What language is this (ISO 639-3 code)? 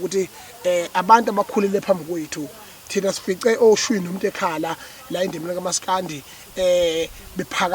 zul